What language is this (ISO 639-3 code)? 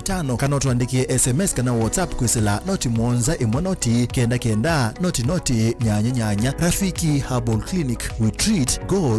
kam